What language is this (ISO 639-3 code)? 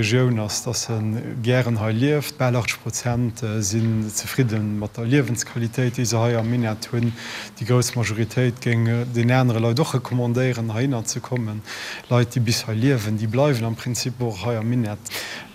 ltz